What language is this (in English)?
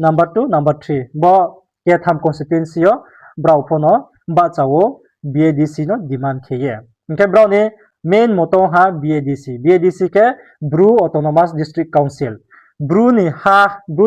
Riang (India)